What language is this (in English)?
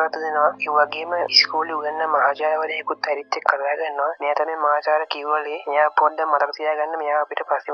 Sinhala